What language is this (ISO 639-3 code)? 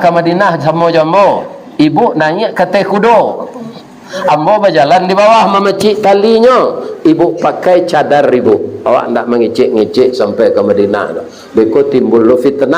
min